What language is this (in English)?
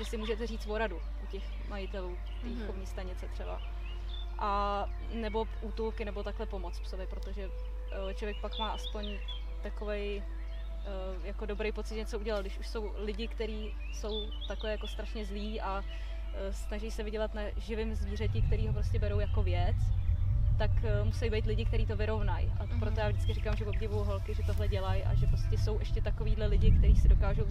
Czech